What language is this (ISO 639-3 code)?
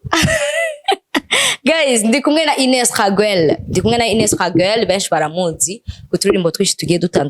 run